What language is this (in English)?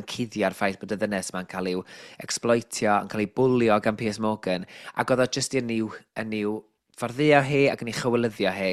Welsh